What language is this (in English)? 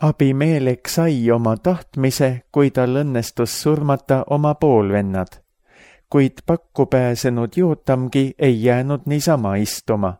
Estonian